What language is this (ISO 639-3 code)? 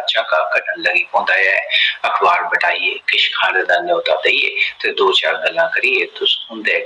doi